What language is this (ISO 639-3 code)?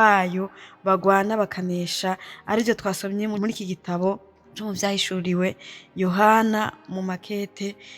run